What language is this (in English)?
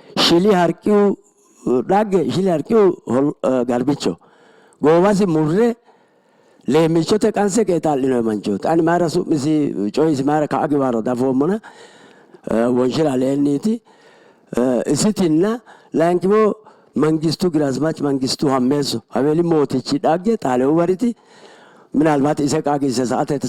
Sidamo